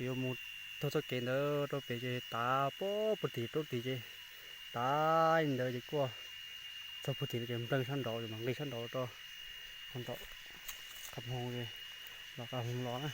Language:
Hmong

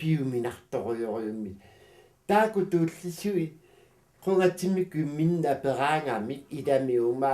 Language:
Kalaallisut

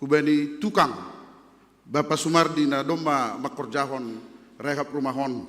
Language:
Batak Simalungun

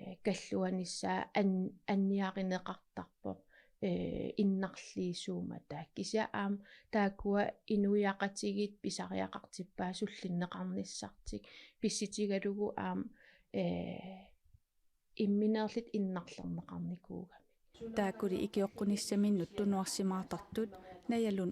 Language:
Kalaallisut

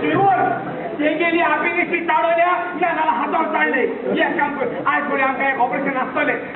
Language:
Konkani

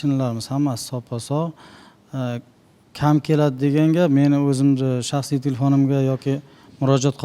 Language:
Uzbek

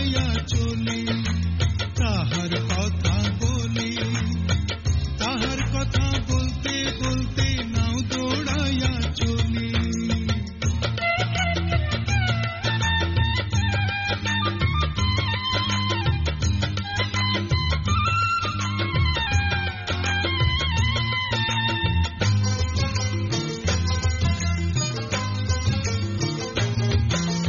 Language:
Bangla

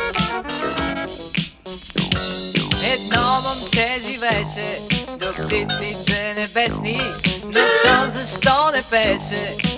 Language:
Bulgarian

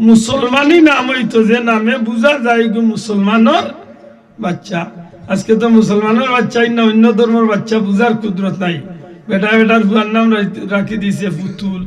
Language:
Sylheti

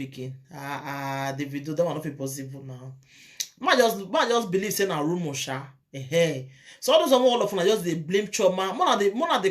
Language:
Nigerian Pidgin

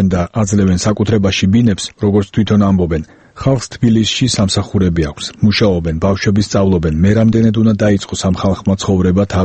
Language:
Georgian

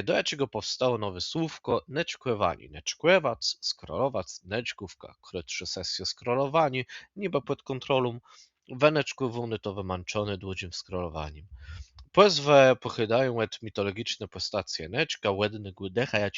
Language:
Kashubian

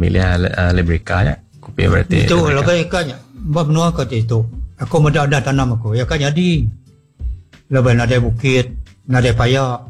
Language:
Malay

